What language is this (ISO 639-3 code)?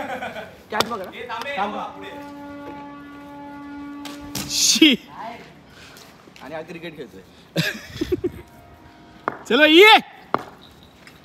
mar